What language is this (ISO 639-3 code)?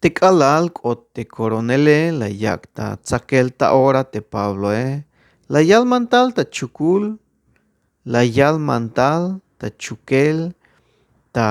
tzh